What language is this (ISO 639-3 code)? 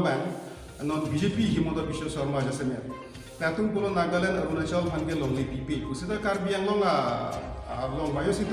mjw